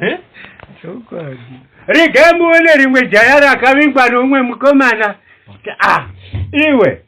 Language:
Shona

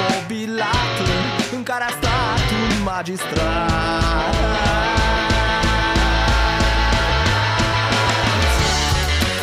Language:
Romanian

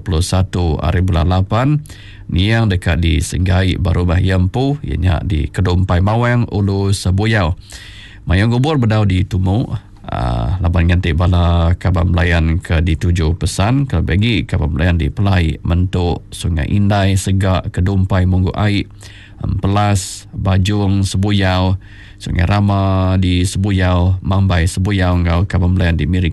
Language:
Iban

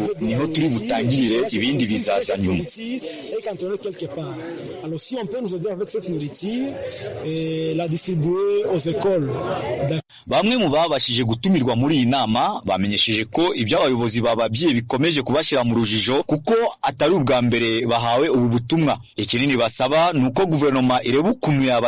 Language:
Kinyarwanda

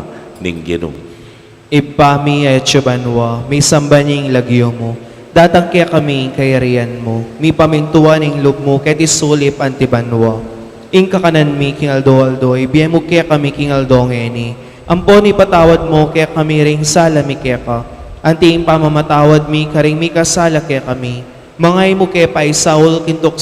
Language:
Pampanga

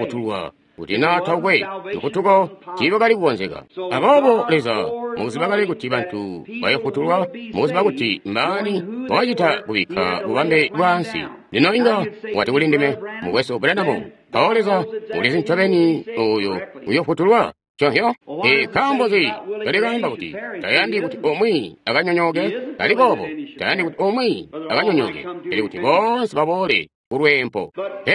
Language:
Tonga (Zambia)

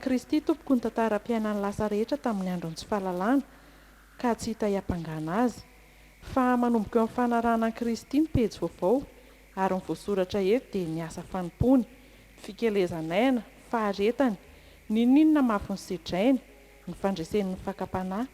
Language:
Malagasy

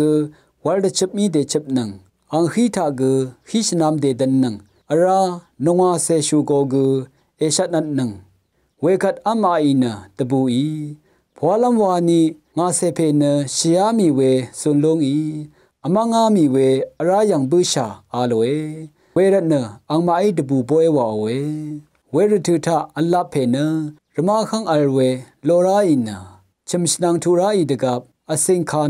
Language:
Rawang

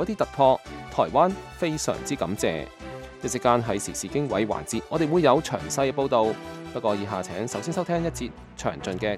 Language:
Cantonese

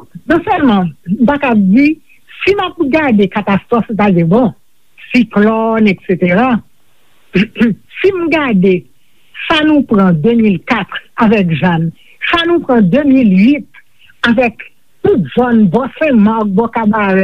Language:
Haitian Creole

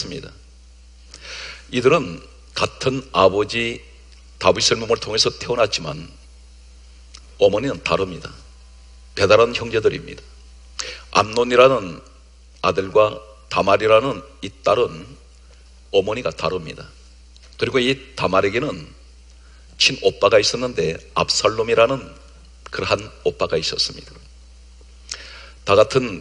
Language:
Korean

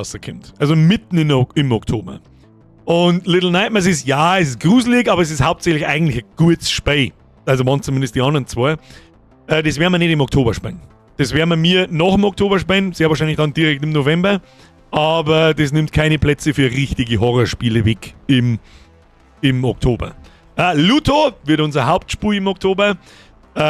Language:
Bavarian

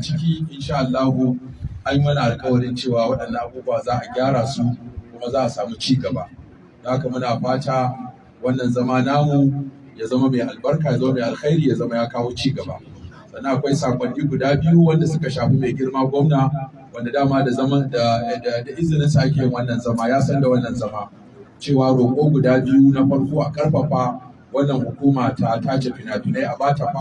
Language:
Hausa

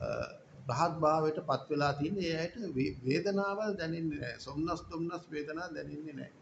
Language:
Sinhala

